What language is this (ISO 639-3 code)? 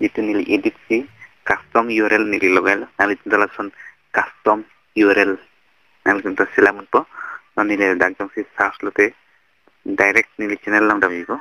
mjw